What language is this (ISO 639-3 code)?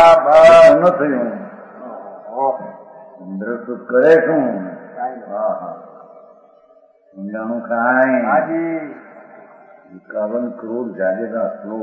guj